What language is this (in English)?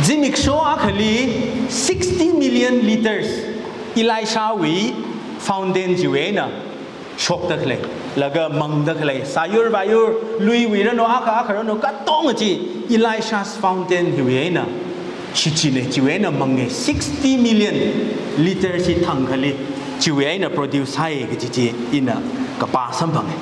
Tangkhul Naga (India)